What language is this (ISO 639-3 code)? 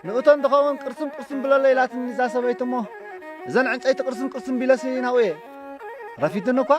tir